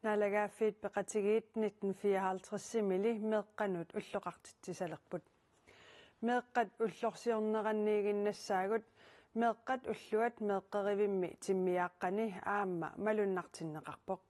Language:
Kalaallisut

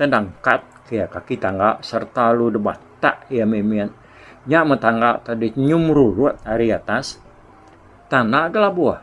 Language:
Iban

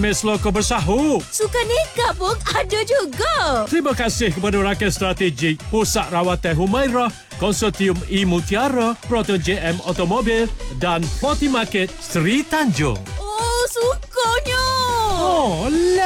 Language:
Malay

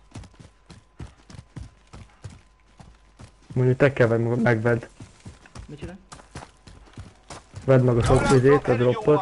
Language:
Hungarian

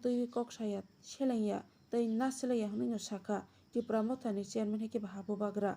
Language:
Kok Borok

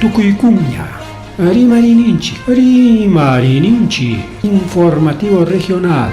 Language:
Ayacucho Quechua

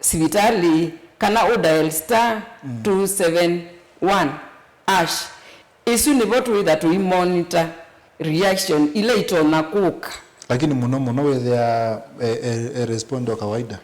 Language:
Kamba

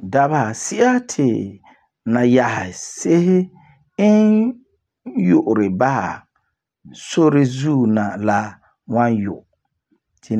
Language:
Frafra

